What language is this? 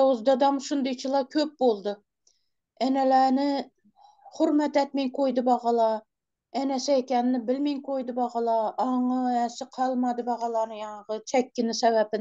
Turkmen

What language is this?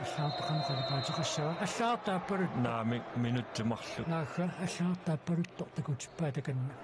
Kalaallisut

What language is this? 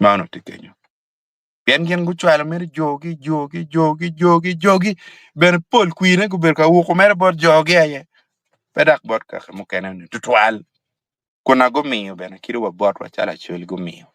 Acoli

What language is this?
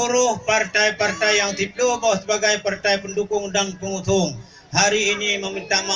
Achinese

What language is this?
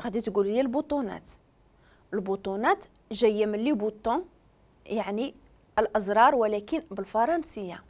Moroccan Arabic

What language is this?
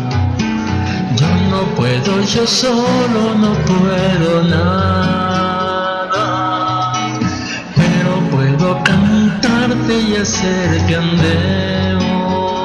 Spanish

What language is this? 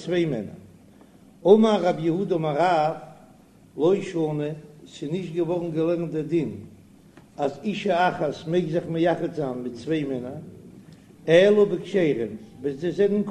Yiddish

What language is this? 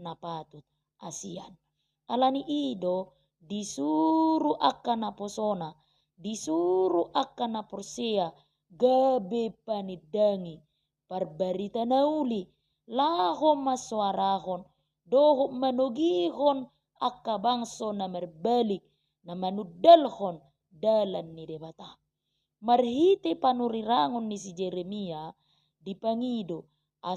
Batak Toba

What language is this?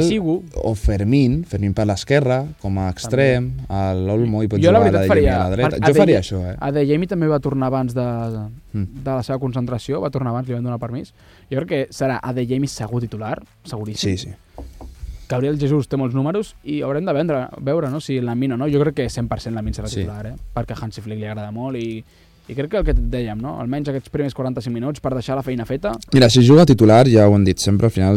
Catalan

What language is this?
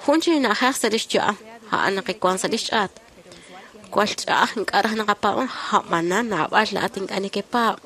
Kekchí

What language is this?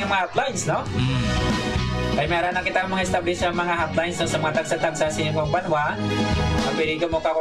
Hiligaynon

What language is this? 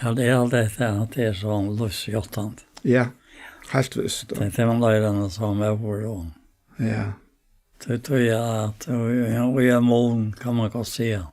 Faroese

